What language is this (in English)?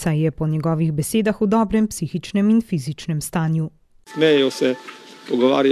Slovenian